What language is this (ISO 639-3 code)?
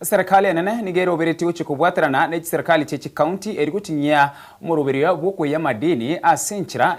guz